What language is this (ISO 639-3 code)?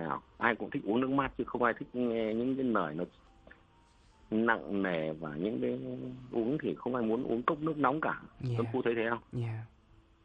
vie